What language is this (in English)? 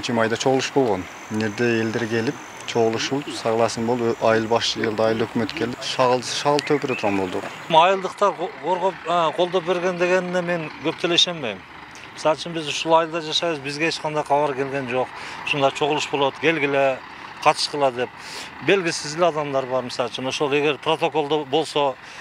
Kyrgyz